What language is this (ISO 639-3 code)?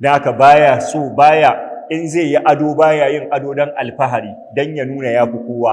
hau